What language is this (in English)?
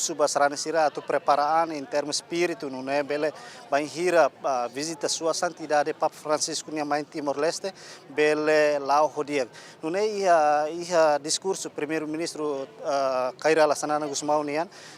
Tetum